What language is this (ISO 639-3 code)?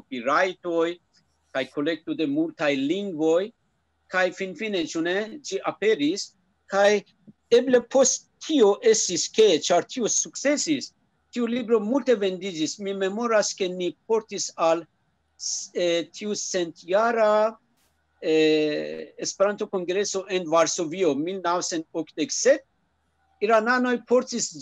epo